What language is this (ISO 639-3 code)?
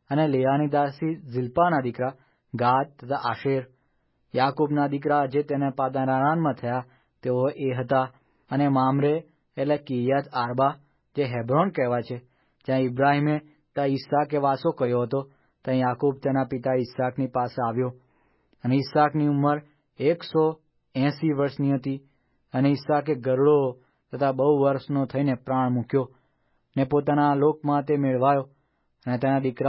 guj